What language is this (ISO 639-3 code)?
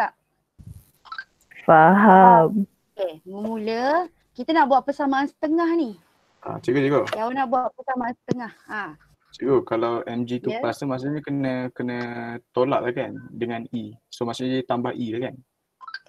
msa